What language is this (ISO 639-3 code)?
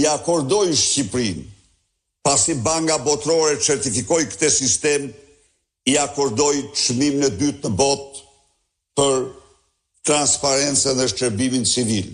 sqi